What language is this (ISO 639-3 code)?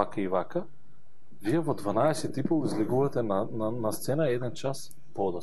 mkd